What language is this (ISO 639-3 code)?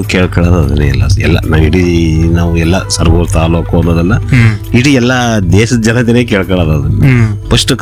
kan